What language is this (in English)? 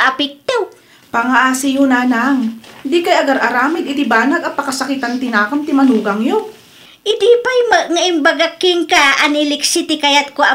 Iloko